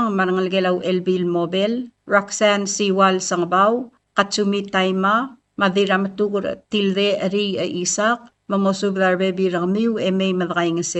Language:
Palauan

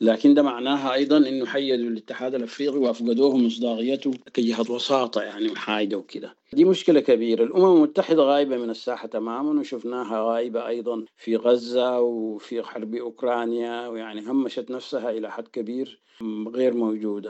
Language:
Sudanese Arabic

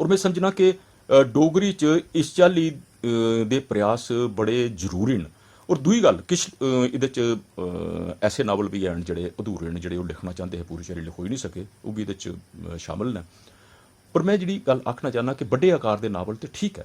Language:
Dogri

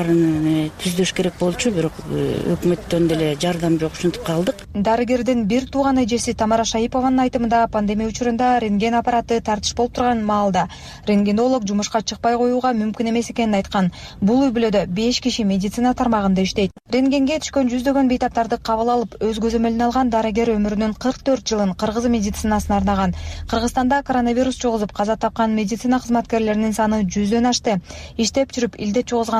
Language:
Kyrgyz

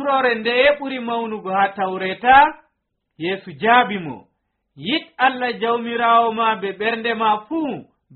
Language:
Nigerian Fulfulde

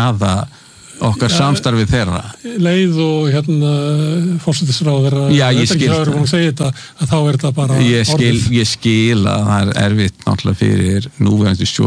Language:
Icelandic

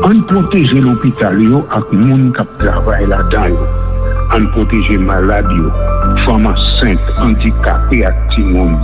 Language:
Haitian Creole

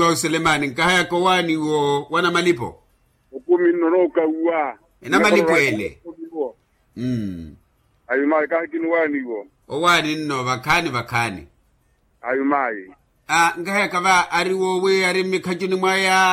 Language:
Makhuwa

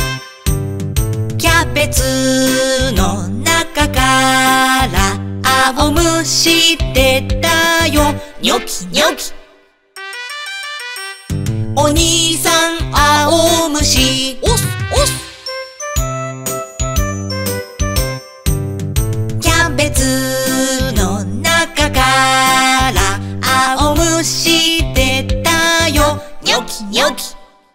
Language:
Japanese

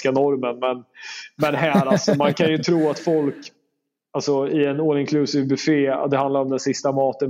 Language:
Swedish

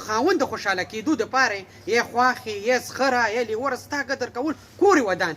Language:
Pashto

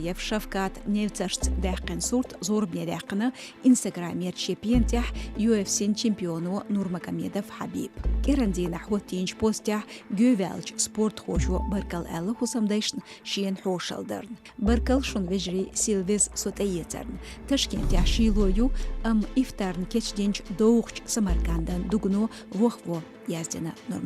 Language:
Chechen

